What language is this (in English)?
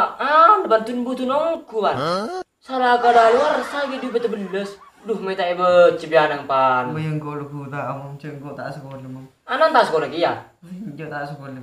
Madurese